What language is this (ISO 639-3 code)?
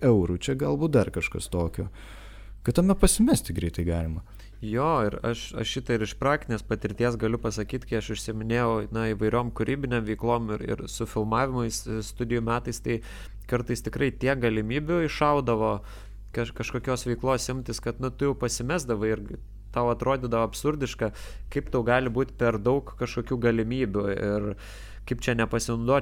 lit